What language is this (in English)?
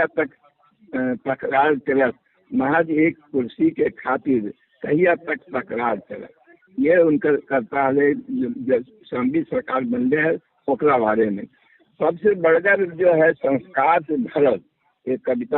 Magahi